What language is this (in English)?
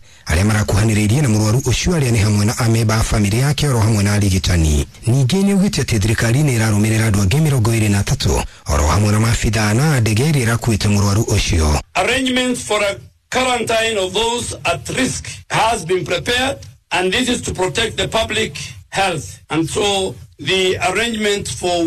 Kikuyu